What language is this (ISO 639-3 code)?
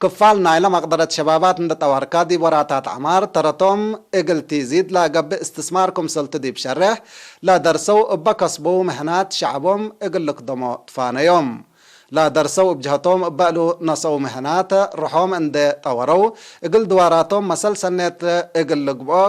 tig